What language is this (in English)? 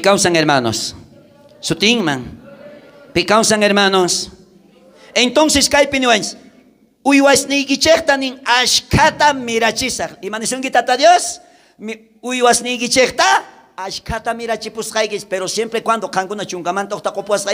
South Bolivian Quechua